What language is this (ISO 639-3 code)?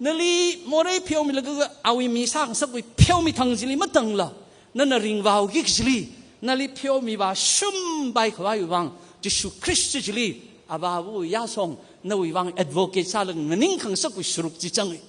nmf